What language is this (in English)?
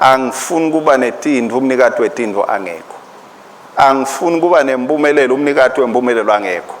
Swati